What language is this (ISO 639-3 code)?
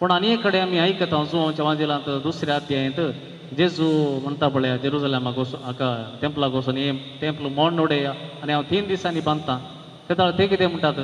kok